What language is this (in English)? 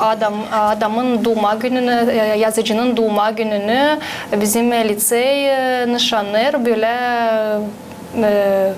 Gagauz